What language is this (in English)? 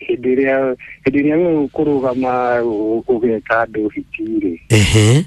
Kikuyu